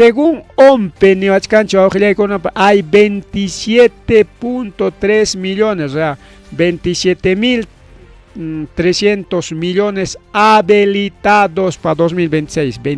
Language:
Ayacucho Quechua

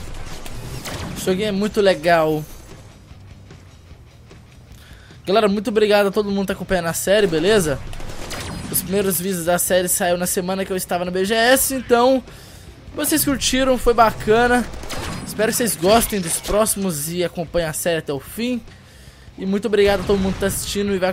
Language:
Portuguese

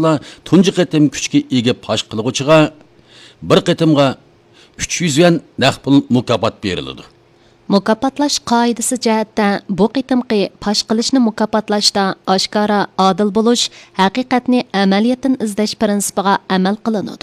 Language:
Uyghur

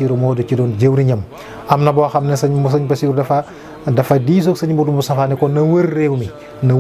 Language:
Wolof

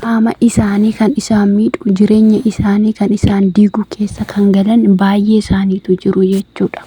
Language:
Oromo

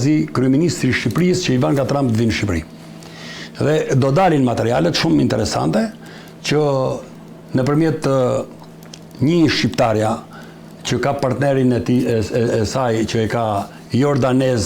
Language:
Albanian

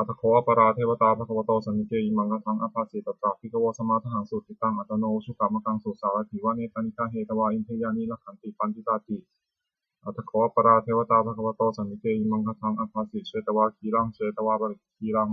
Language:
Pali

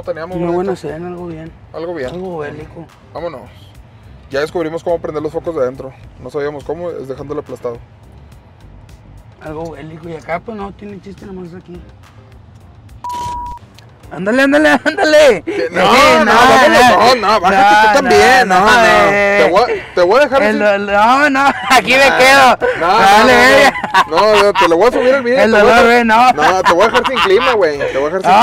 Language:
Spanish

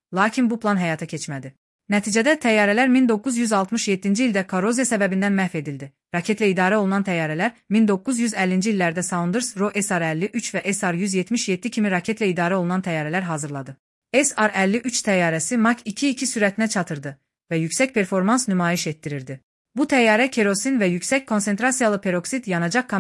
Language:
Azerbaijani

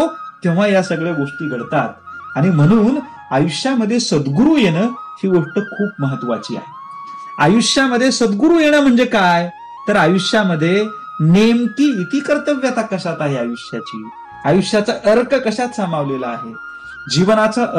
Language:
Marathi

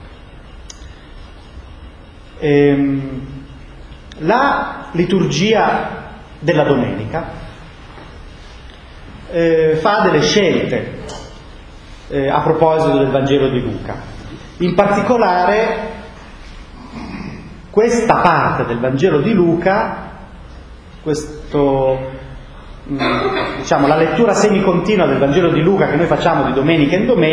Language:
Italian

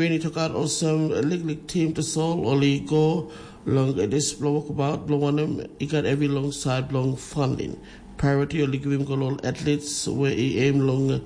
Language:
Tok Pisin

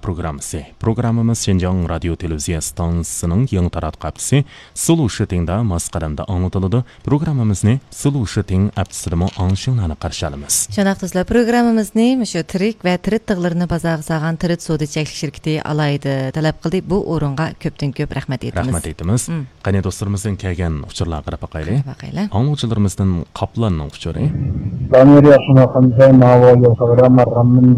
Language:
Uyghur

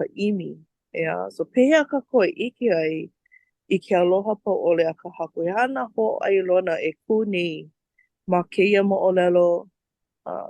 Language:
Hawaiian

